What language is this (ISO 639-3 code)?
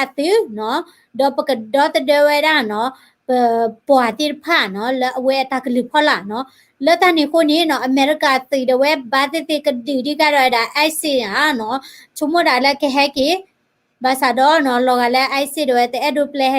ksw